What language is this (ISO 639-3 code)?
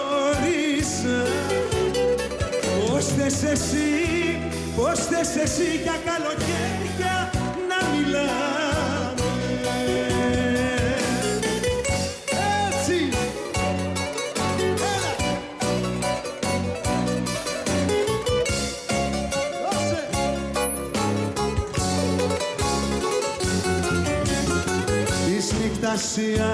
ell